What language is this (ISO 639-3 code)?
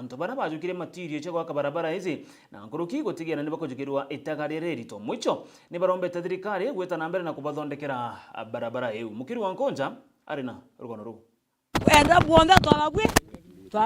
mer